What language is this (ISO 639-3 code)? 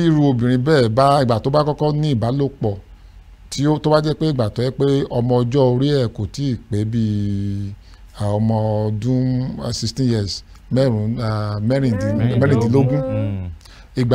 yor